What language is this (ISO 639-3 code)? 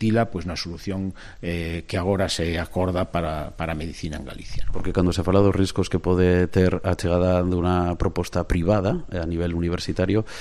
glg